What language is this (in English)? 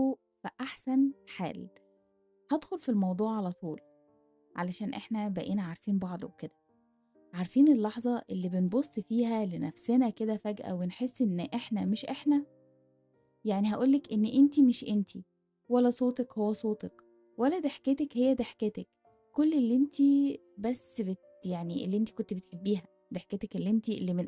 Egyptian Arabic